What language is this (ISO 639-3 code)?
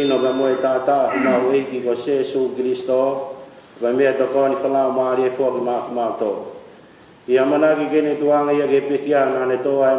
ton